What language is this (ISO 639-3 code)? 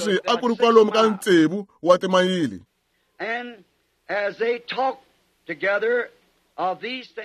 tso